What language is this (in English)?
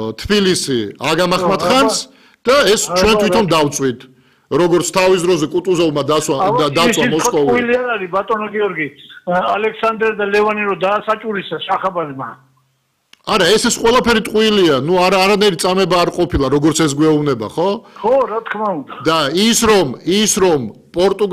Georgian